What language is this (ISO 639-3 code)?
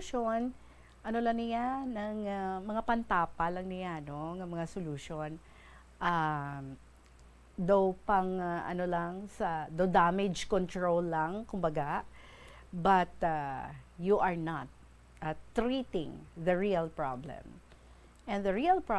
hil